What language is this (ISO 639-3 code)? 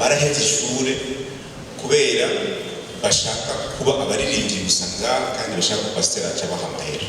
run